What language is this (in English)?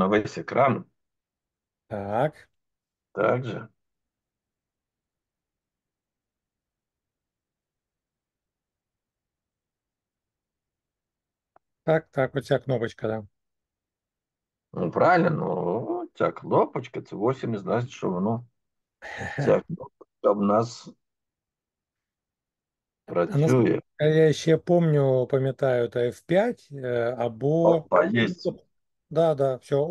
Ukrainian